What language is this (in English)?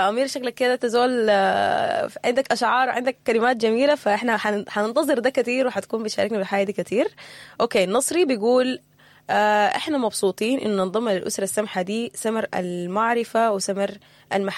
Sudanese Arabic